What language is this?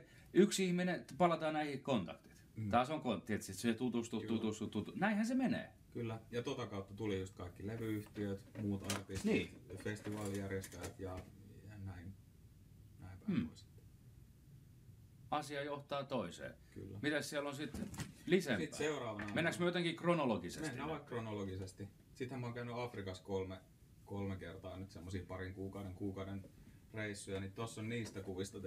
Finnish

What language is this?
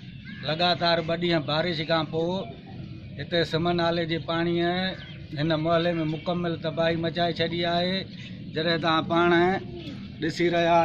Sindhi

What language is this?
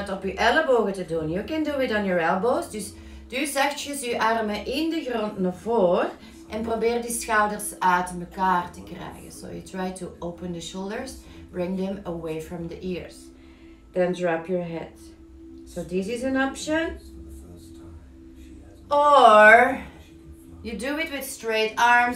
Dutch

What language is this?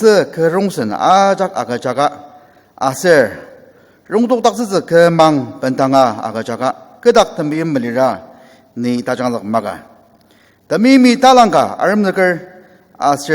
Ao Naga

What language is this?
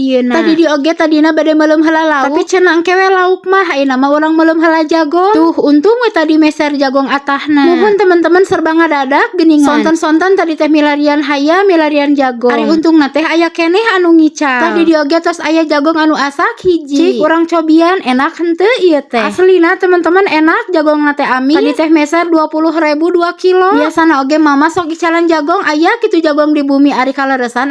Sundanese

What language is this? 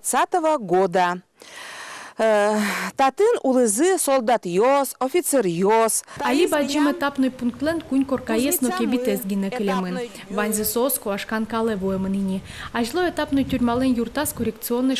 Udmurt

